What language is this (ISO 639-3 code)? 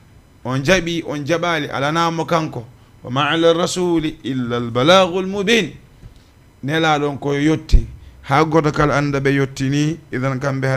ful